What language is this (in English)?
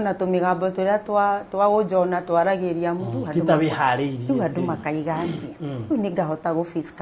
Kikuyu